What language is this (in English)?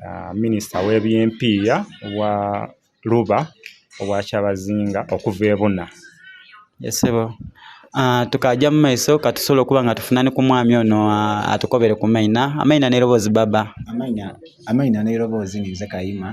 Soga